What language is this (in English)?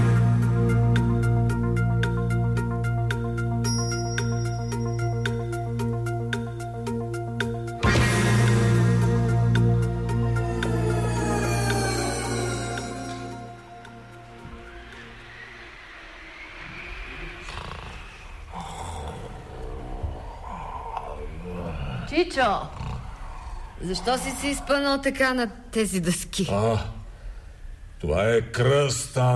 Bulgarian